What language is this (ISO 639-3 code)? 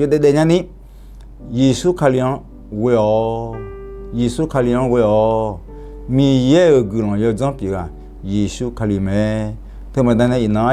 ahk